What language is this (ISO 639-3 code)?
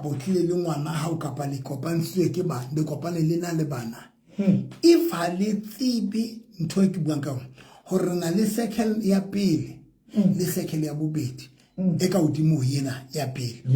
sot